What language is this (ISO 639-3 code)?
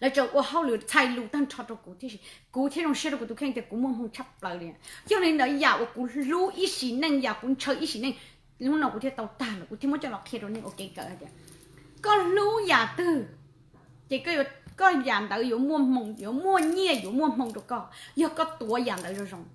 hmn